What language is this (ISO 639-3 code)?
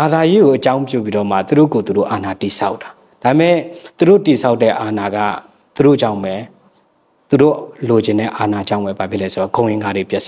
mya